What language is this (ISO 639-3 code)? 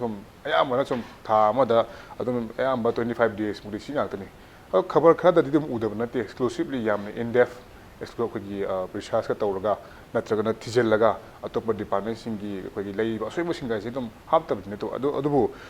mni